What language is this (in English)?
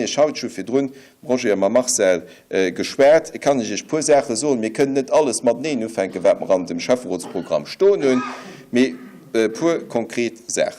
Luxembourgish